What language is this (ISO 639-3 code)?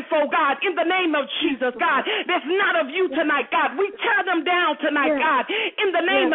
eng